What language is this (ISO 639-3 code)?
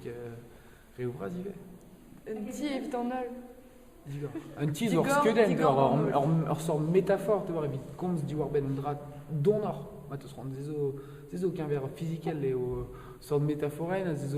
bre